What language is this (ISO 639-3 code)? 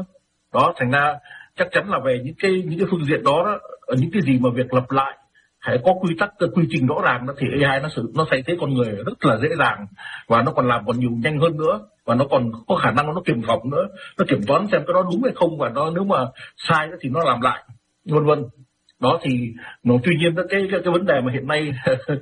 vie